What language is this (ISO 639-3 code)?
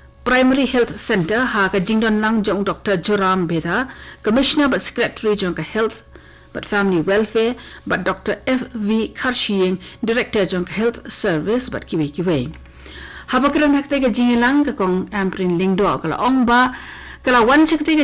kha